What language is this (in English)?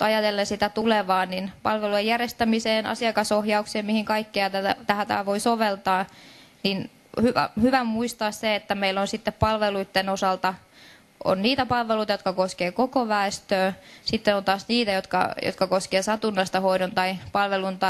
Finnish